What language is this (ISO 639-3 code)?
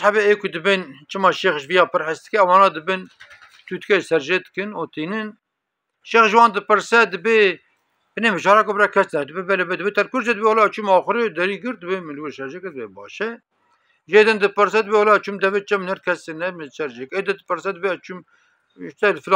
kur